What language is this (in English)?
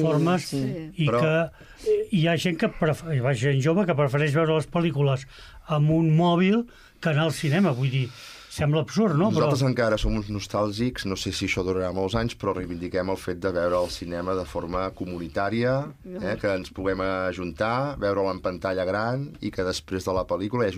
Catalan